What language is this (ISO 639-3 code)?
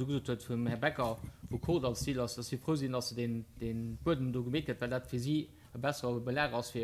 ltz